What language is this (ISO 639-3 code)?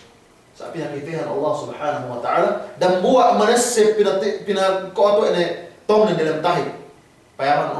yka